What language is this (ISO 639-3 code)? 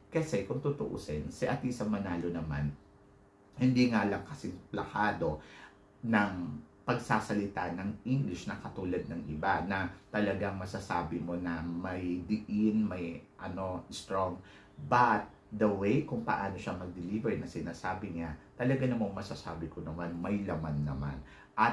fil